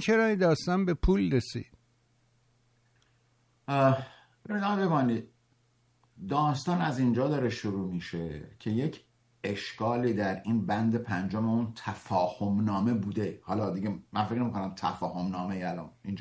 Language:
Persian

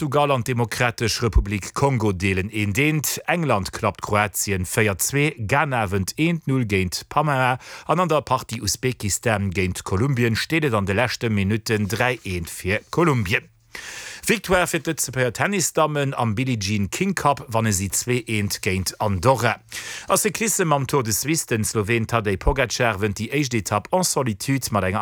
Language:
Luxembourgish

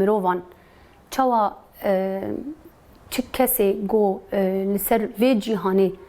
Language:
Kurdish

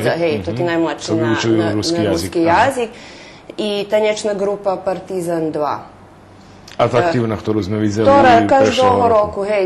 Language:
Rusyn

